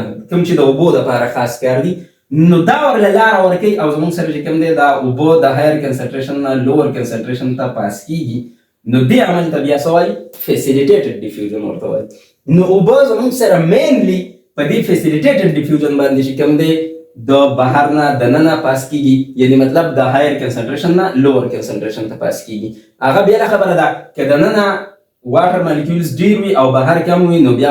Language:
Pashto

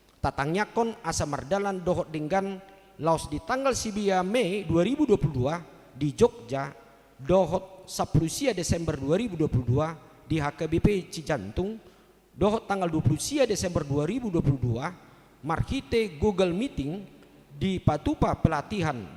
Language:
Batak Toba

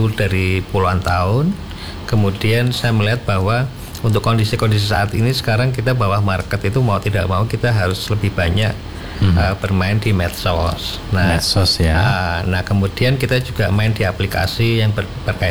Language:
Indonesian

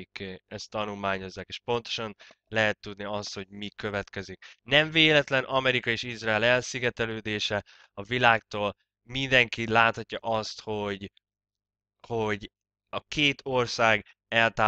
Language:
Hungarian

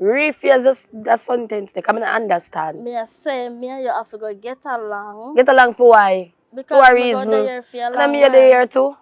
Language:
Jamaican Creole English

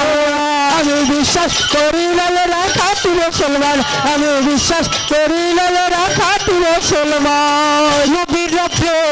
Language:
Bangla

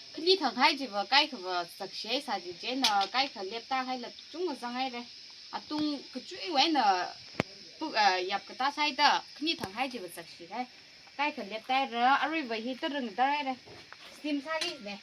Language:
Tangkhul Naga (India)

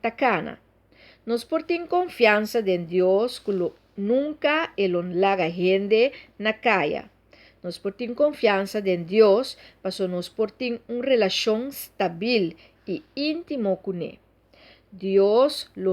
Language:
Papiamento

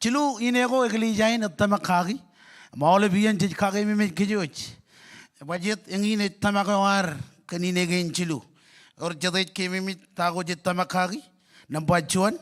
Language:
Marshallese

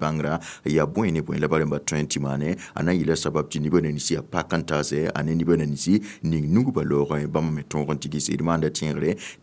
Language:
Mossi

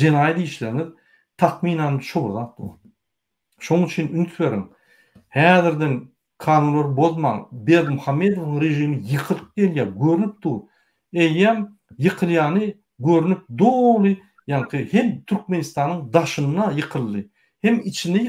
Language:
Turkmen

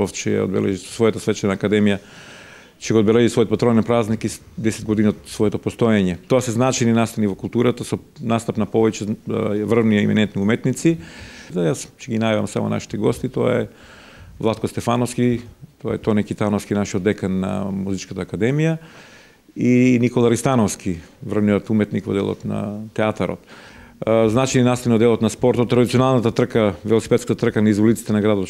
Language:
Macedonian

